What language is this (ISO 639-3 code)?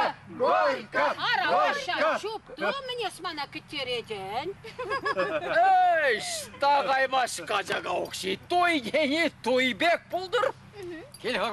chv